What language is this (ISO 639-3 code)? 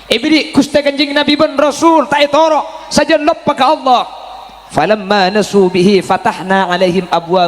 mad